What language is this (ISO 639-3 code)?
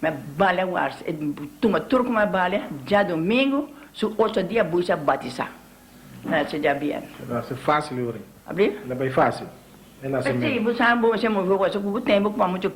pap